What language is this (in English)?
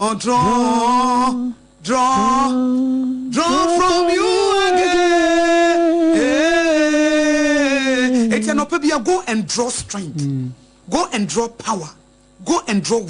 Akan